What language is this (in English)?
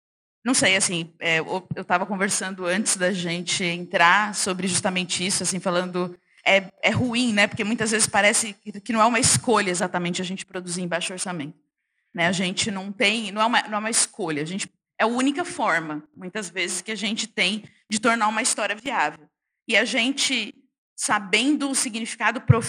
Portuguese